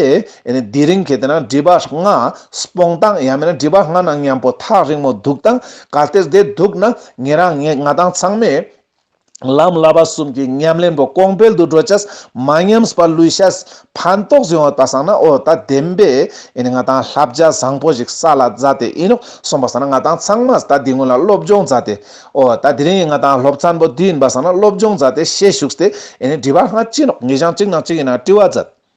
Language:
Ladakhi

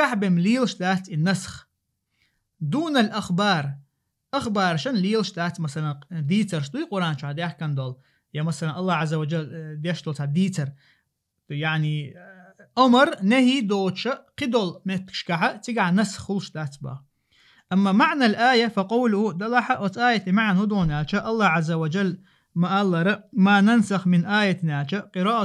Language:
Chechen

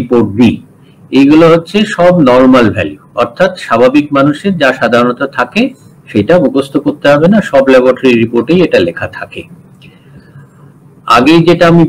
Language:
Bangla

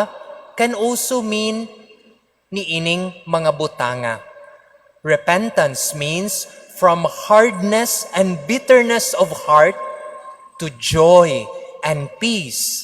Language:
Cebuano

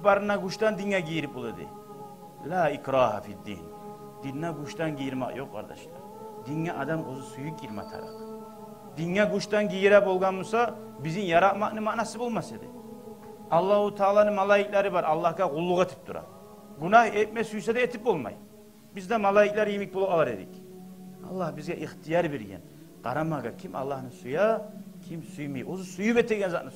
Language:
Kumyk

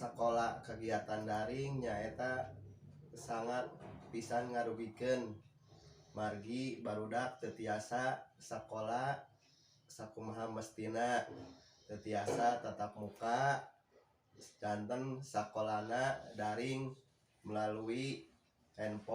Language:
Sundanese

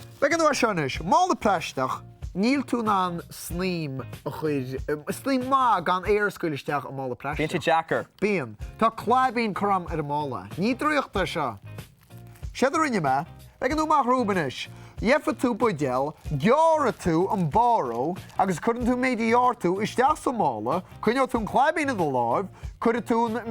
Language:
Irish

